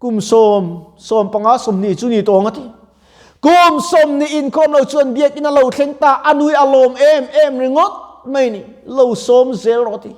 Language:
Mizo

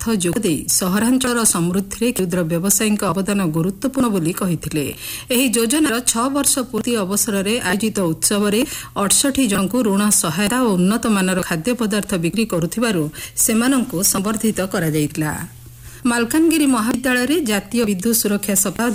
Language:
Odia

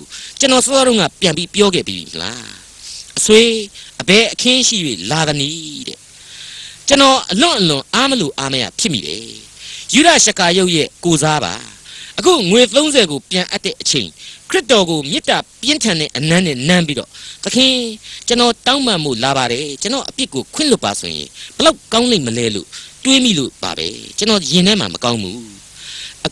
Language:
Burmese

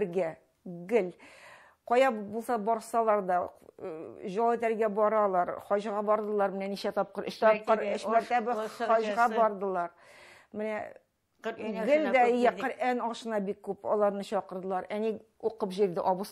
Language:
Tatar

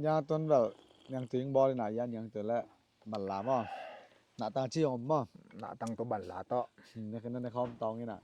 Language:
Tedim Chin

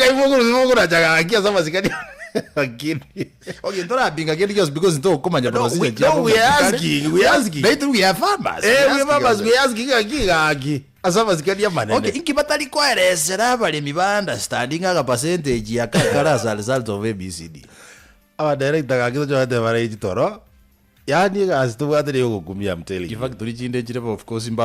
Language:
Gusii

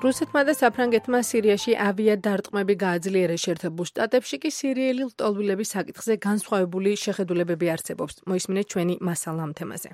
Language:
Georgian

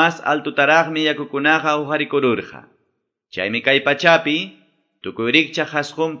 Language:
Quechua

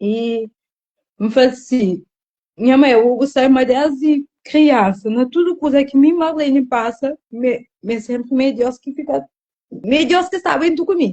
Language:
Kabuverdianu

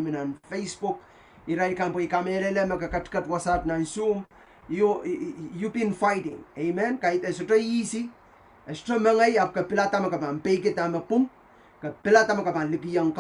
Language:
Pohnpeian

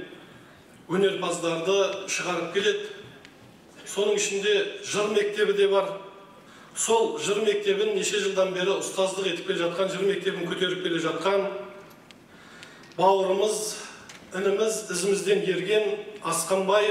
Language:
Kazakh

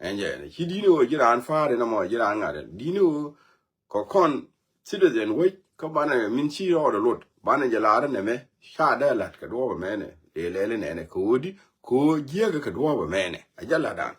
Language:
Nuer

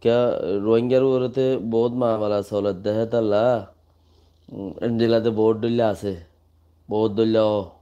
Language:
Rohingya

